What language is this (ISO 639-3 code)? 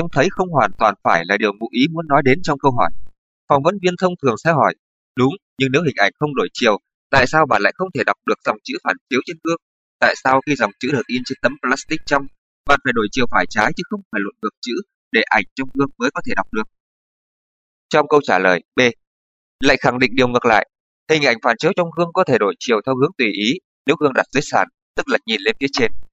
vie